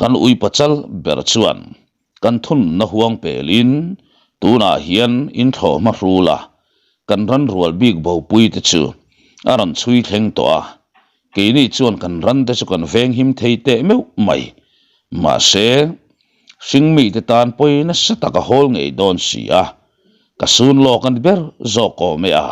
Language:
Mizo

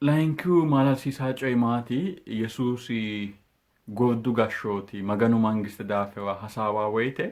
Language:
Sidamo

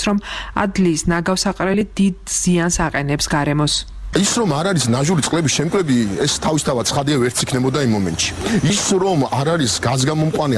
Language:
Georgian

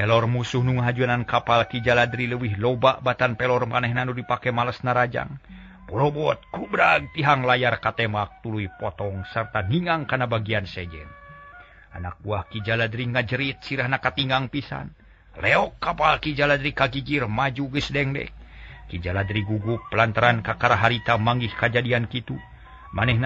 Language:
Sundanese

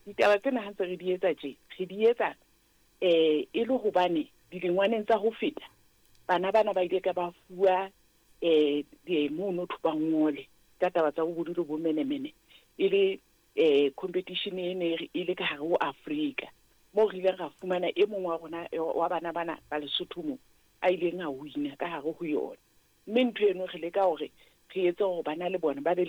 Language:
Southern Sotho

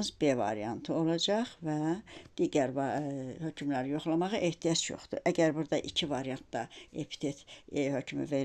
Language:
Azerbaijani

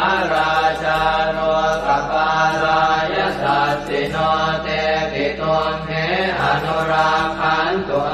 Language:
Pali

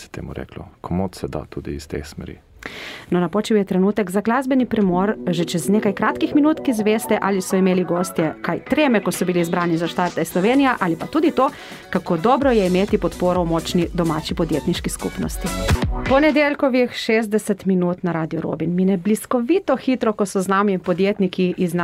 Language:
Slovenian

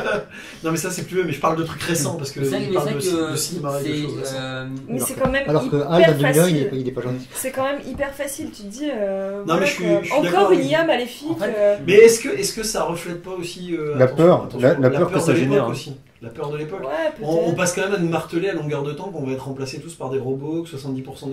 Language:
French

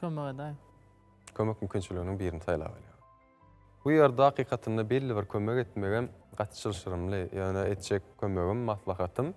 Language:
Turkmen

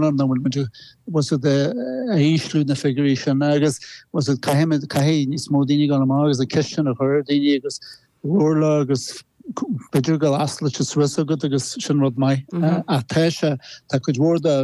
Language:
Irish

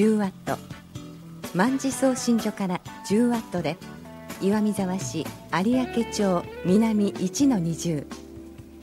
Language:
Japanese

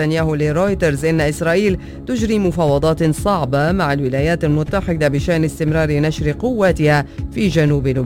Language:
Arabic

